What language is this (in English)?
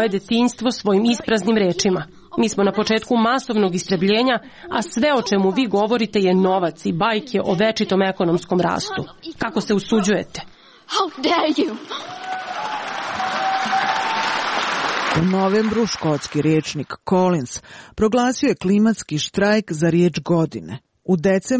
Serbian